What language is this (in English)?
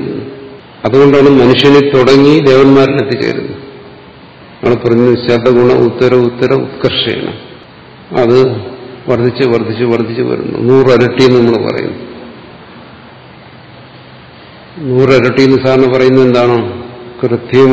Malayalam